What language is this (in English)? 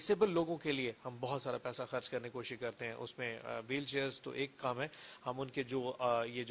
Urdu